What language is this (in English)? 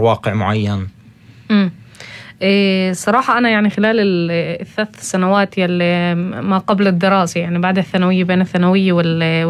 North Levantine Arabic